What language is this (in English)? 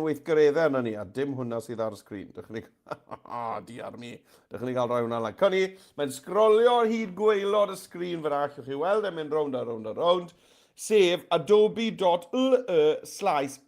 Welsh